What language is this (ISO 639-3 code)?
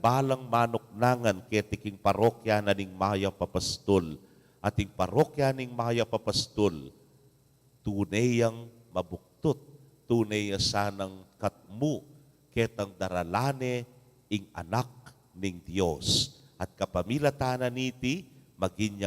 pam